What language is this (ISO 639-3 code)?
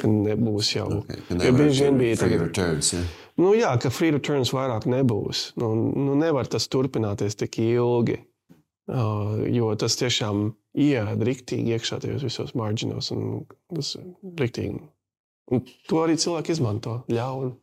lav